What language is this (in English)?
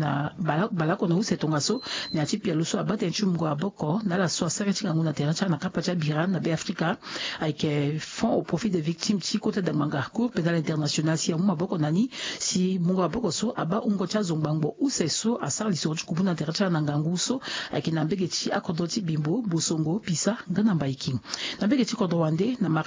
Sango